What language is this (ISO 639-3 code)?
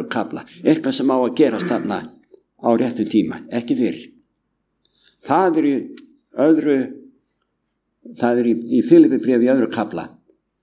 isl